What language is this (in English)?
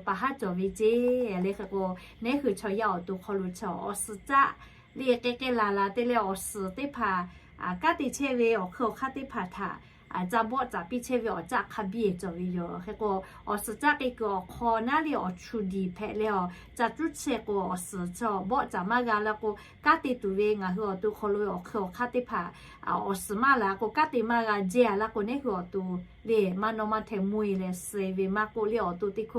Lahu